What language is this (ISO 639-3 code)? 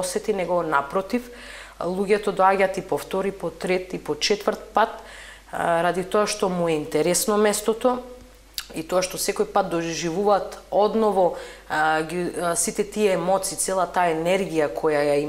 mkd